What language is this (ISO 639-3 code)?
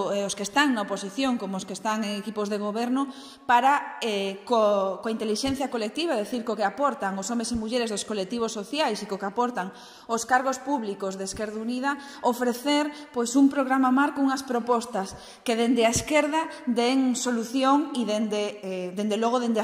glg